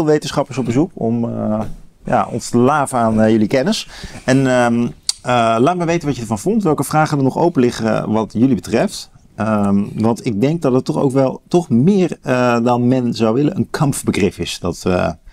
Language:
Dutch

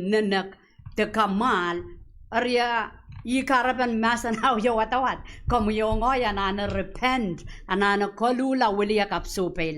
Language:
Pohnpeian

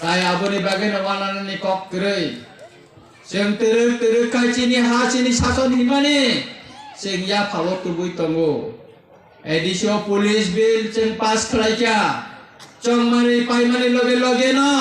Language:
Kok Borok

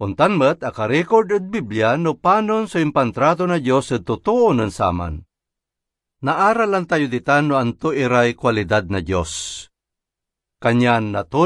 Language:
Pangasinan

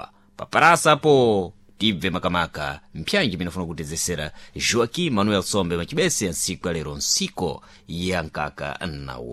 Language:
Sena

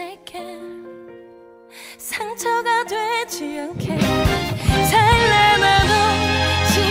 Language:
Korean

